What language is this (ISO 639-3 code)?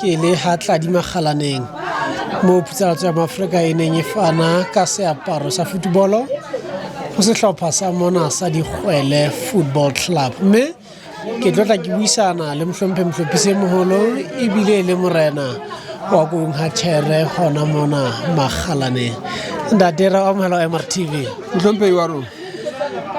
sot